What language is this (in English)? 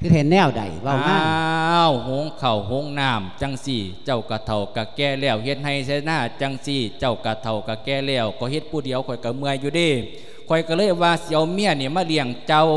Lao